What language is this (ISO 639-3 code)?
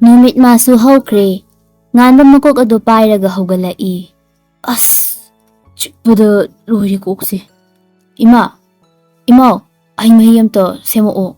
mni